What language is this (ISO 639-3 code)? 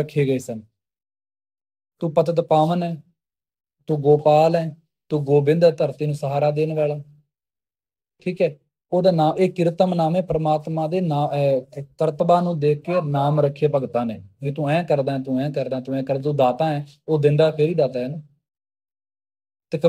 pan